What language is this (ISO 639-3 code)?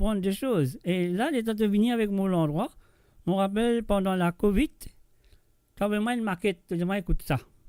mfe